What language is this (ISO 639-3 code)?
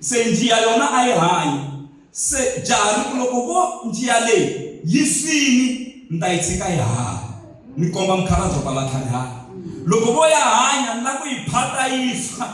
tso